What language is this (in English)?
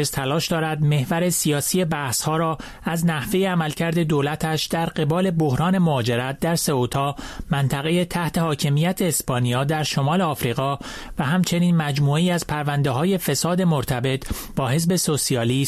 Persian